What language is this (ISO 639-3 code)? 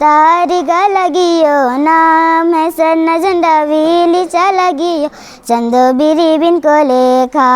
kru